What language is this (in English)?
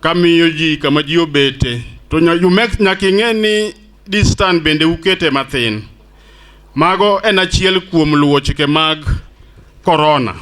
Luo (Kenya and Tanzania)